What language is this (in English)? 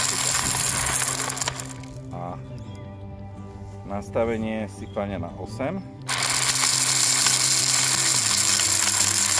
Slovak